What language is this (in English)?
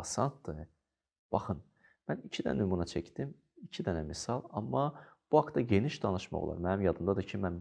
Azerbaijani